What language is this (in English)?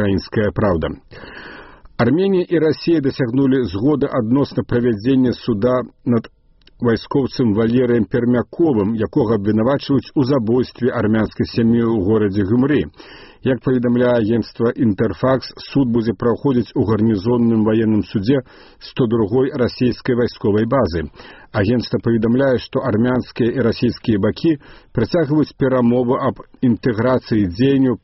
Belarusian